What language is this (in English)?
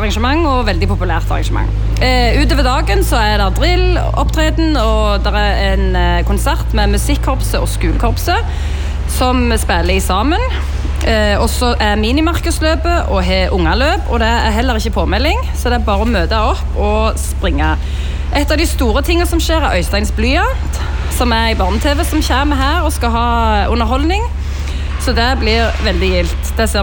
Norwegian